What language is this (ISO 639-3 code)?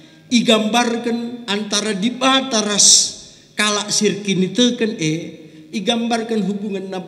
btx